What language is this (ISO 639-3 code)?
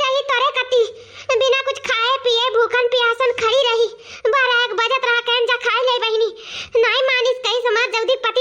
awa